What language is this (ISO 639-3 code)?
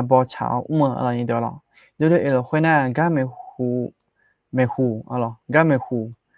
ahk